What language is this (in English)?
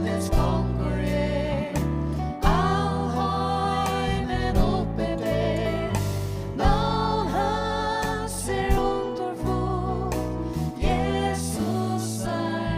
Faroese